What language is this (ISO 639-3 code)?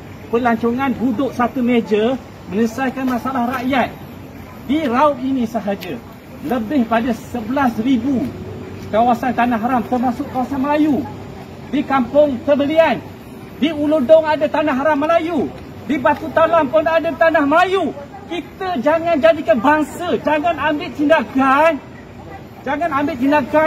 msa